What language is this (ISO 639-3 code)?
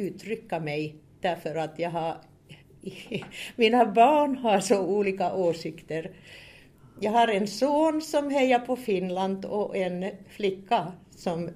swe